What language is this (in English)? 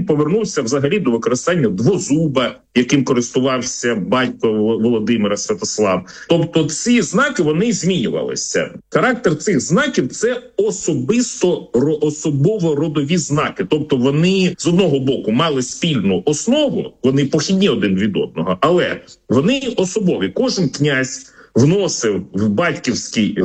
Ukrainian